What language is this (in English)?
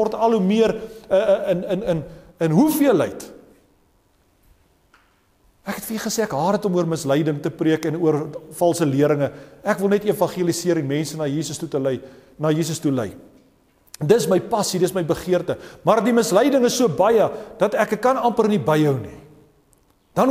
Afrikaans